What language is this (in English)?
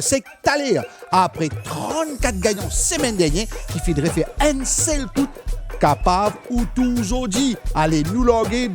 Morisyen